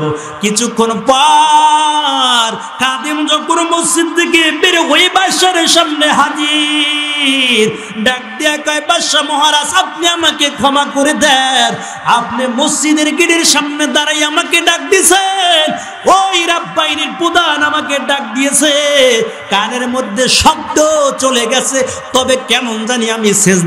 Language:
Bangla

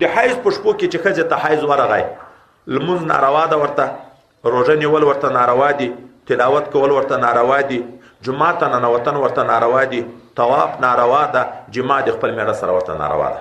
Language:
Pashto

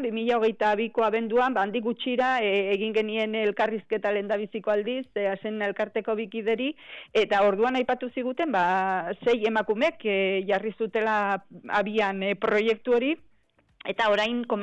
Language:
Basque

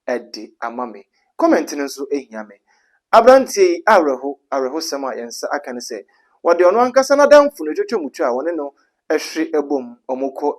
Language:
Akan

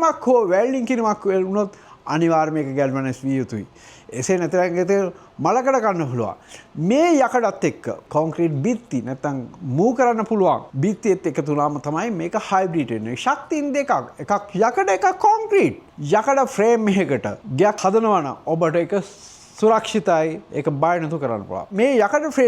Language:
Sinhala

